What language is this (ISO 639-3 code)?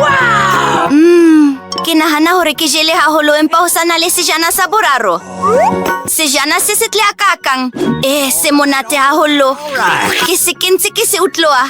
sot